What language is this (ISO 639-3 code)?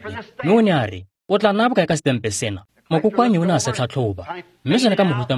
tsn